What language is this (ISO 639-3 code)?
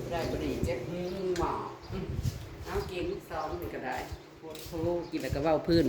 tts